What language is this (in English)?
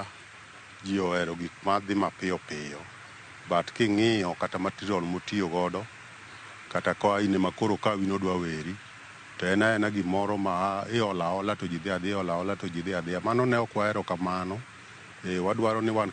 Luo (Kenya and Tanzania)